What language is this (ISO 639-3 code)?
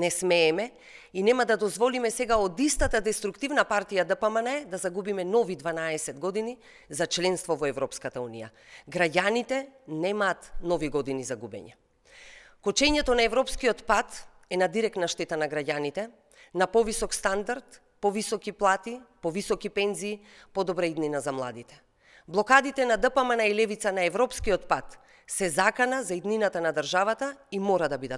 mkd